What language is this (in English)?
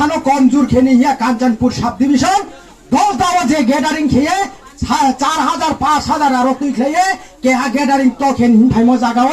Kok Borok